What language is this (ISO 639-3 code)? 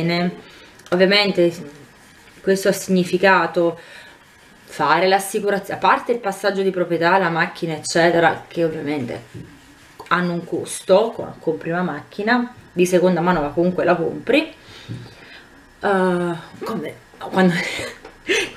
ita